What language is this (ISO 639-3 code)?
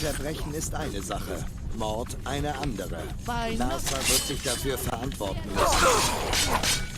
gsw